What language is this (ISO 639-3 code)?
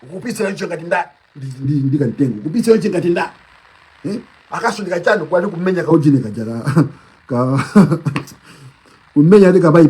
nya